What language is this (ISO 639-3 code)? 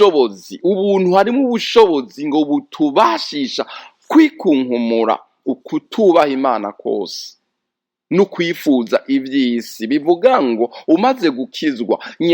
run